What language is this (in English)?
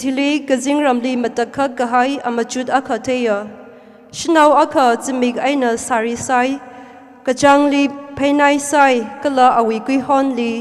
Tangkhul Naga (India)